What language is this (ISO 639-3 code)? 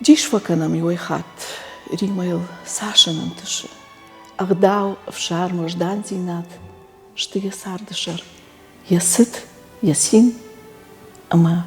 oss